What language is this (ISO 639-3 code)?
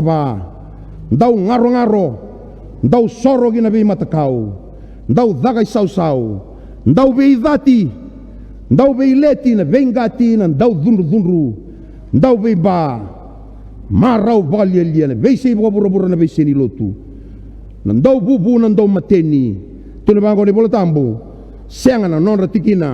fij